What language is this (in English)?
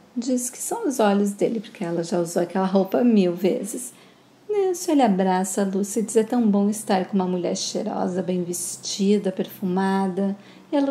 Portuguese